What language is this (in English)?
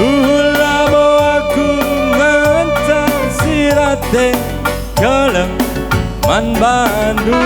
Batak Karo